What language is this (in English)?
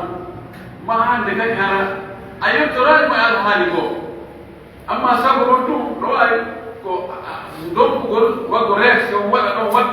Pular